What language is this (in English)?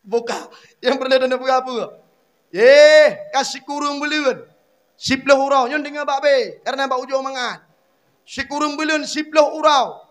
Achinese